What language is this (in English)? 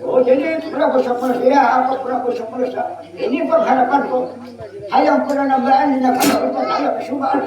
Banjar